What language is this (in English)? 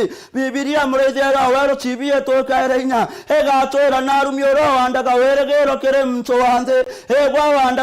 Meru